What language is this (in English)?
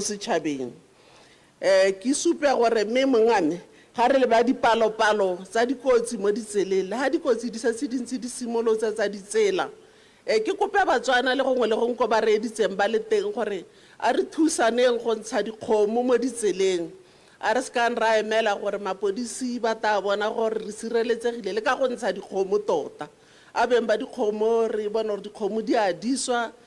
Tswana